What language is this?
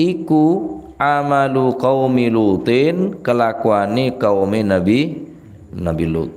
Madurese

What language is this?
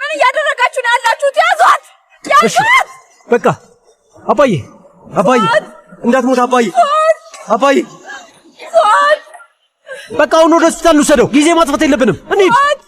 Amharic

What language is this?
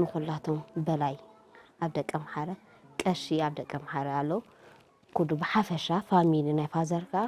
Tigrinya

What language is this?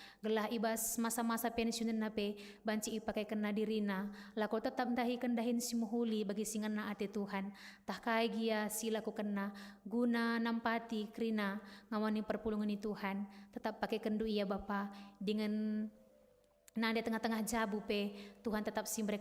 Batak Karo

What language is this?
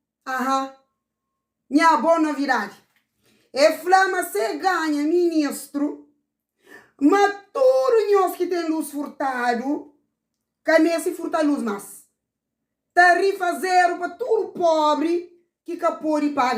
Kabuverdianu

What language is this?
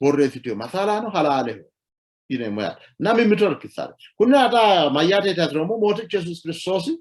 Sidamo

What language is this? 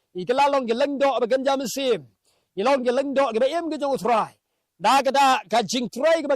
Khasi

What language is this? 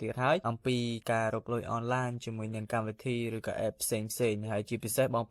Khmer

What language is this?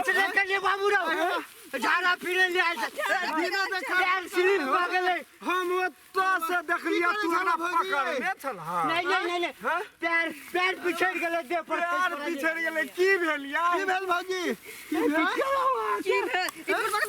Maithili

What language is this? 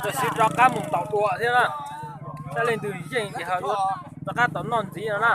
Hmong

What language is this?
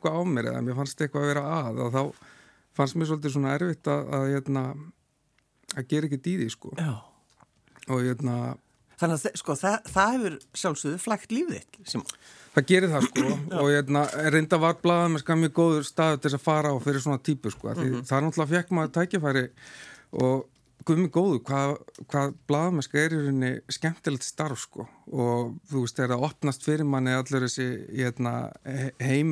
Icelandic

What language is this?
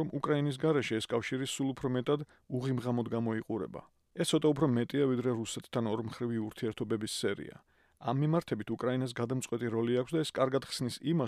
Georgian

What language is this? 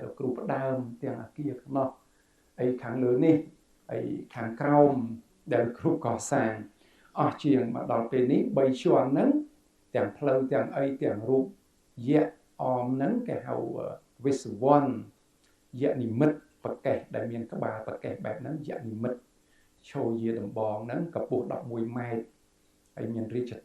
Khmer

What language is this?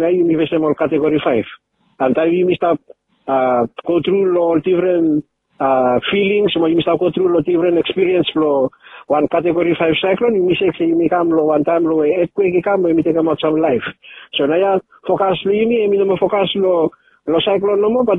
Bislama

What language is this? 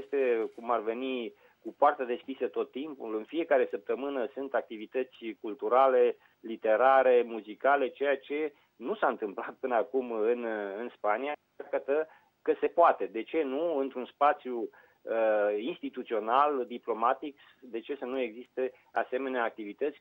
Romanian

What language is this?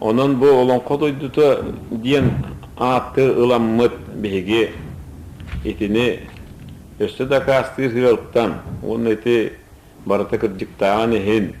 Yakut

